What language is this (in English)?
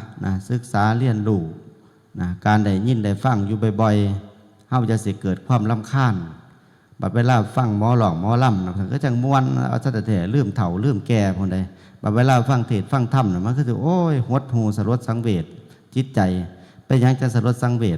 Northeastern Thai